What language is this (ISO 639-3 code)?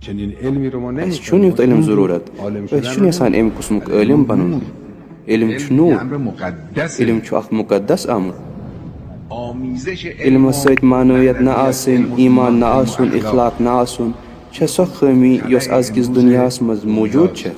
kas